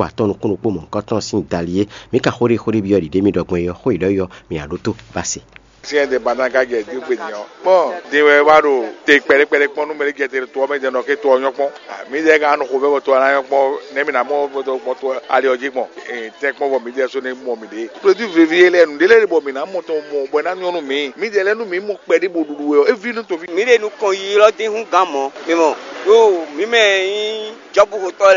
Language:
Fon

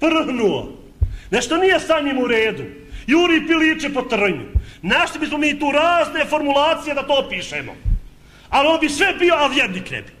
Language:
Bosnian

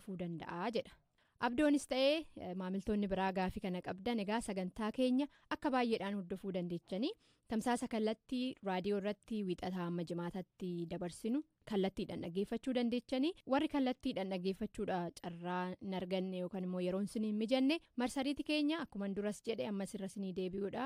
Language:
Oromo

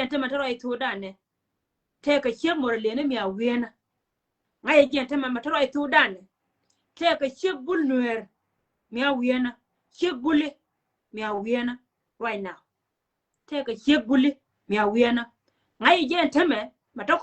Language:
Nuer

